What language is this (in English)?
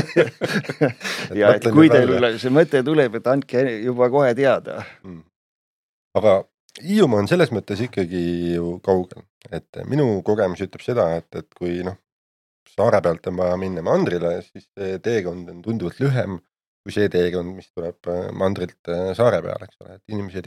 Estonian